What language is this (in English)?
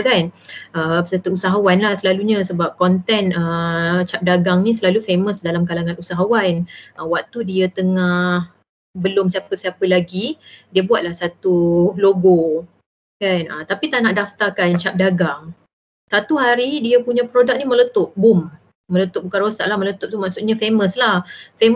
Malay